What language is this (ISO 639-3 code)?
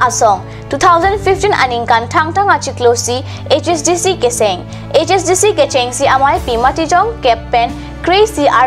mjw